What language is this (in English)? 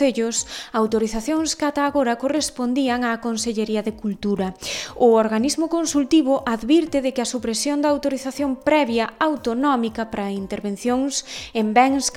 Galician